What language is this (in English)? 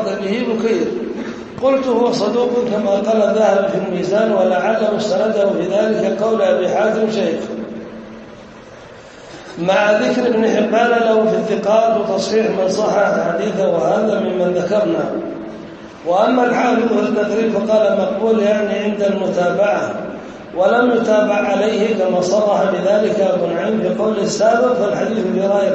Arabic